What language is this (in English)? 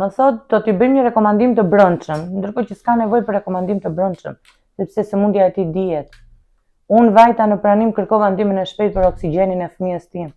Albanian